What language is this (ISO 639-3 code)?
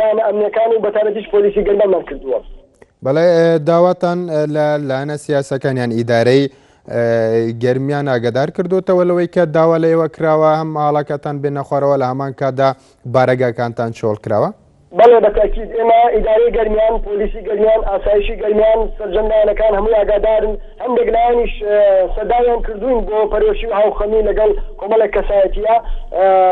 ckb